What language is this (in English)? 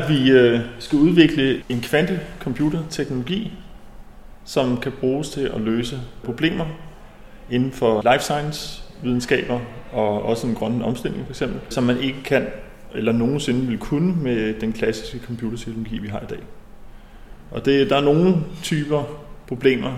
Danish